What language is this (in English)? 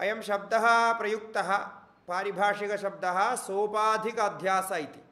Sanskrit